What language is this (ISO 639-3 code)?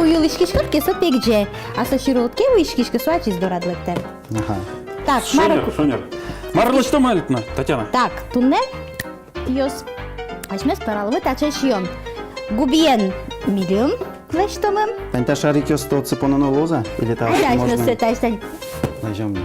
udm